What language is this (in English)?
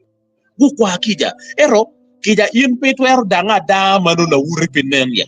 Acoli